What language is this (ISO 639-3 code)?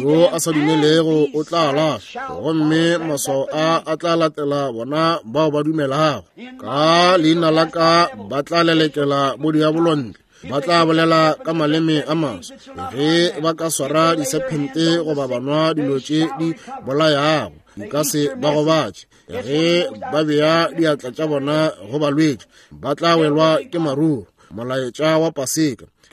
nso